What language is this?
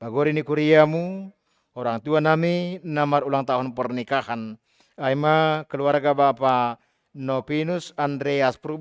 Batak Simalungun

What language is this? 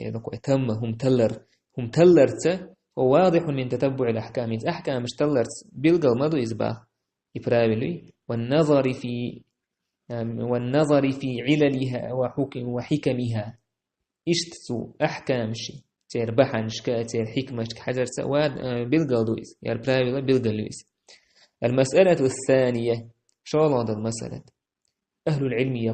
Chechen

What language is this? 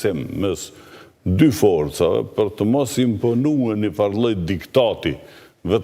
Albanian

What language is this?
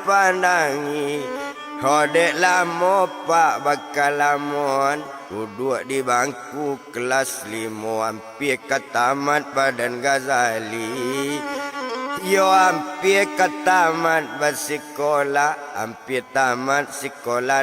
Minangkabau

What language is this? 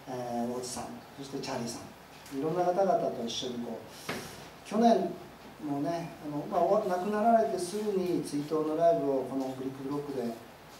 Japanese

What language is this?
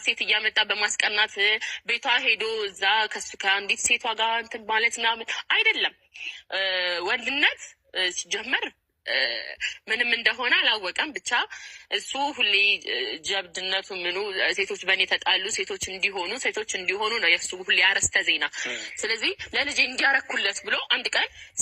Amharic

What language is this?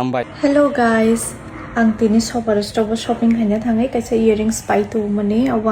Kok Borok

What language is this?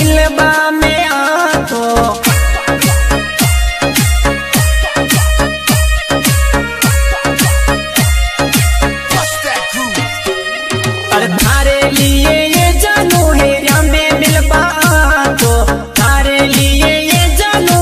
Rajasthani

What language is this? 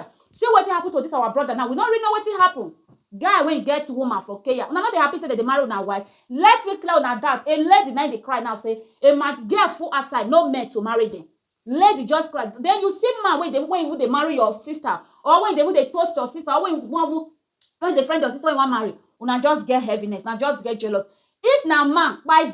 Nigerian Pidgin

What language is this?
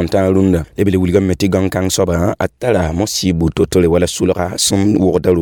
Mossi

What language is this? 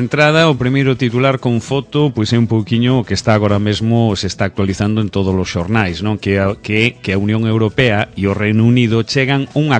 Galician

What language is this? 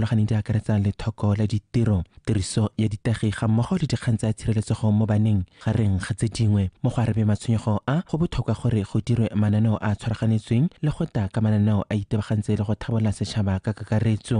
Tswana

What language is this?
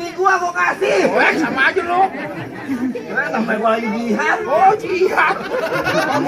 Betawi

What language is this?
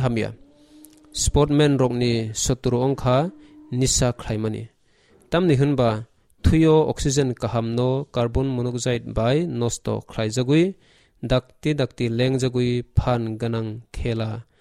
Kok Borok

